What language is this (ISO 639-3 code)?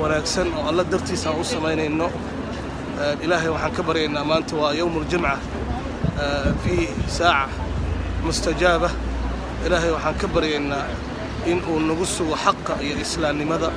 som